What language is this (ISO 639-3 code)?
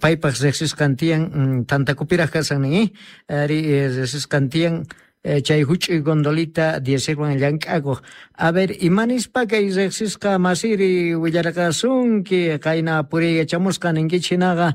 que